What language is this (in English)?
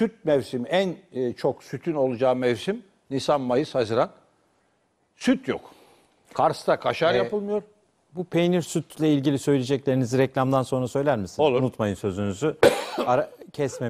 Turkish